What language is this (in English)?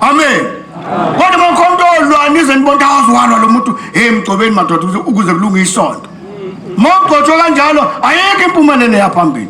Zulu